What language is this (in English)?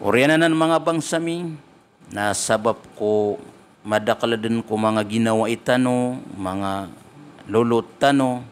Maranao